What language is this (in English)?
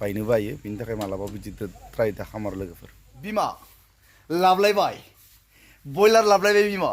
Bodo